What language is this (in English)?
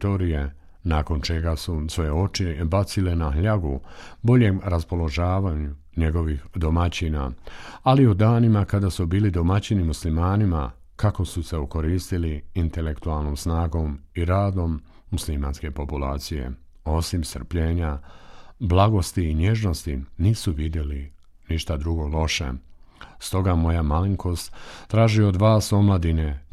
Bosnian